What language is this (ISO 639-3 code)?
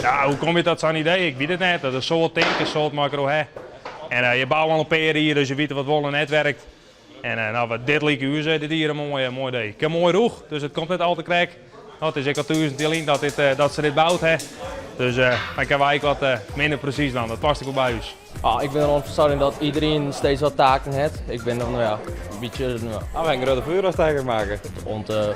fry